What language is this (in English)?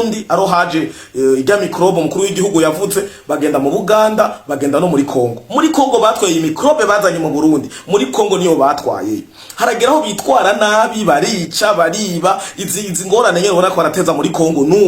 Rundi